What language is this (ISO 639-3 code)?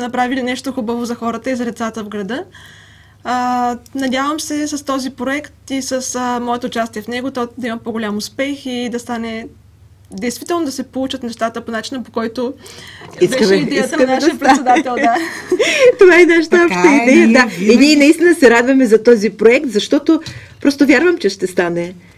bul